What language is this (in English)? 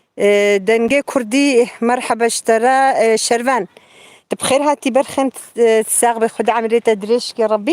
Kurdish